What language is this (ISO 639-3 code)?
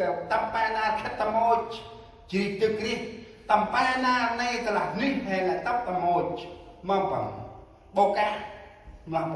cmo